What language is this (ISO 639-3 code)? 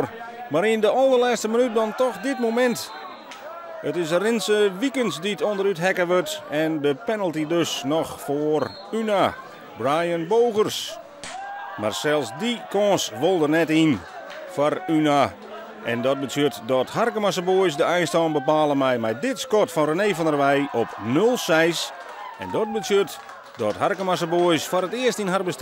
fry